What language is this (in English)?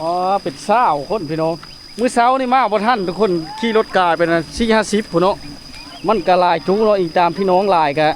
Lao